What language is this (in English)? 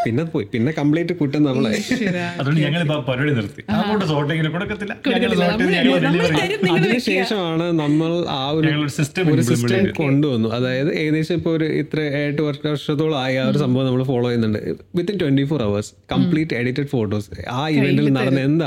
Malayalam